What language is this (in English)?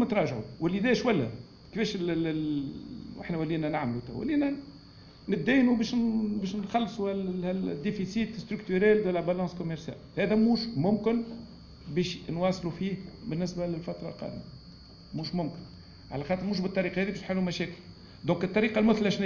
Tunisian Arabic